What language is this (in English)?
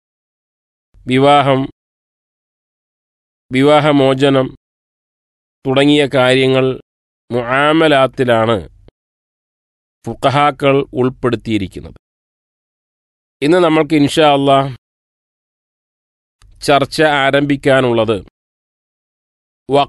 Malayalam